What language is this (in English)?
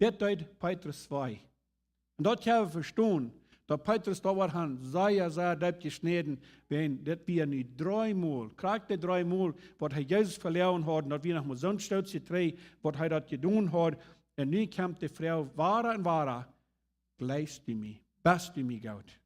Plautdietsch